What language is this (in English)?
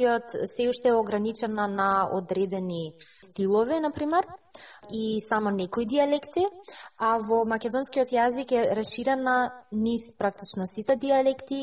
Macedonian